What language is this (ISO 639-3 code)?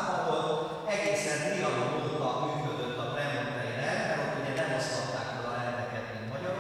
hun